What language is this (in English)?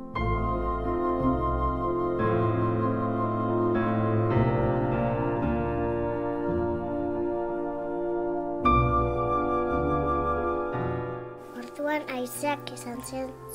Basque